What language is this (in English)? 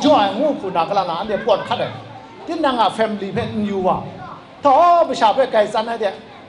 Kachin